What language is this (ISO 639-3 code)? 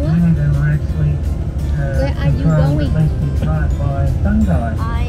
vie